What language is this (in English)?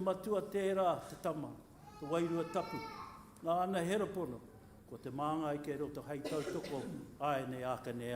Māori